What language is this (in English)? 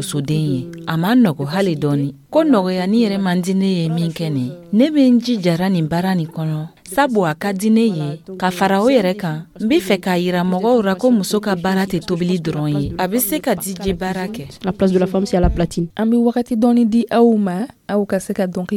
Dyula